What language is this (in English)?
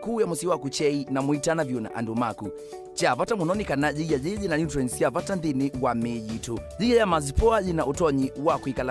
Kamba